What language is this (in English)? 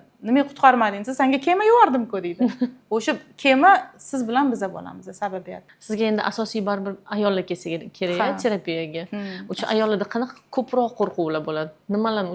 Uzbek